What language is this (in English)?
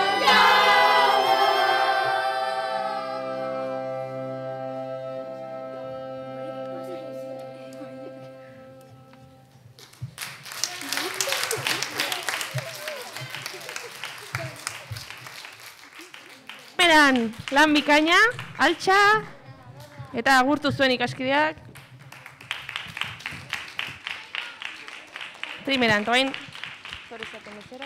Basque